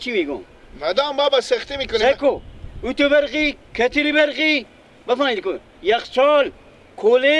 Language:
Persian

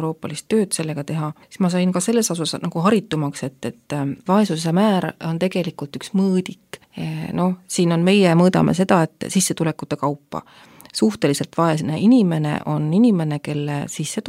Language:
Estonian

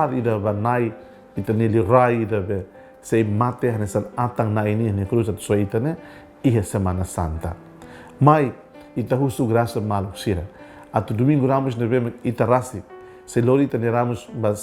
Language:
Tetum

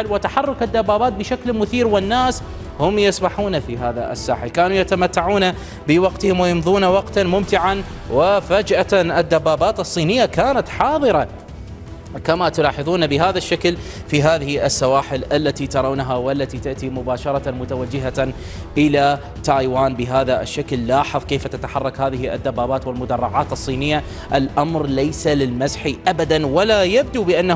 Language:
Arabic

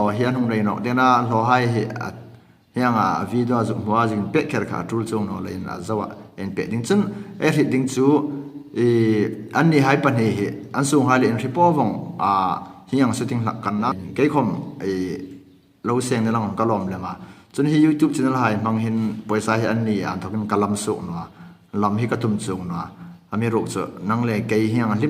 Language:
Hmar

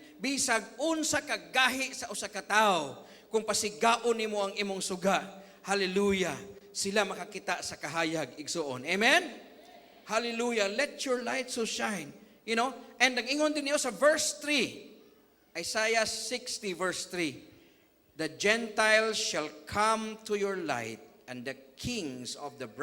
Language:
Cebuano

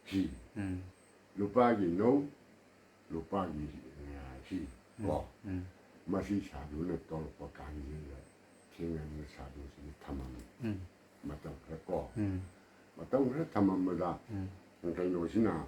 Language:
Manipuri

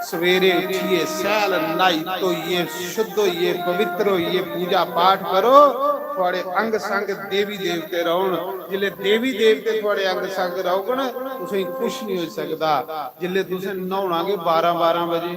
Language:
Dogri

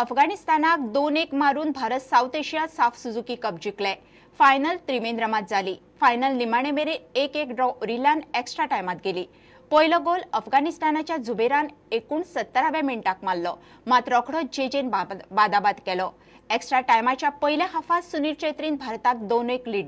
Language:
Konkani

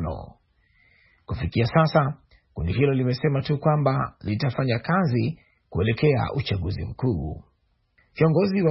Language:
Swahili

